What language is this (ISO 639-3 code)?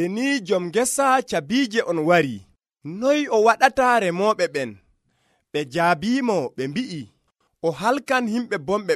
fuv